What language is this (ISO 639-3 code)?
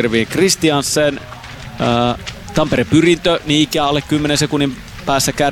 fin